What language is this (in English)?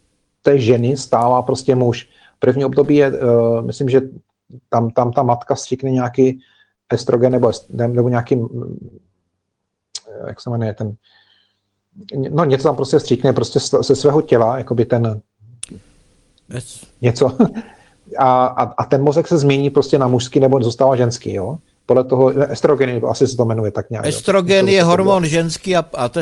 Czech